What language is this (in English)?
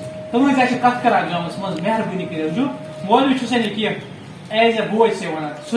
Kashmiri